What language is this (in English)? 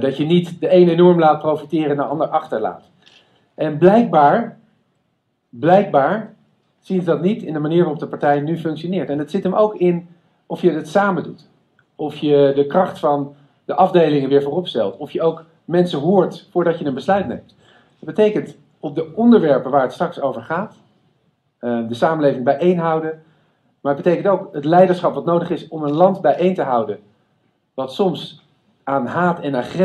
Dutch